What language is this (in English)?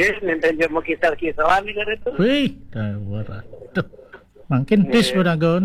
Balinese